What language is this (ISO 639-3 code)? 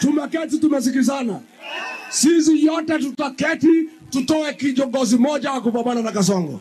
guz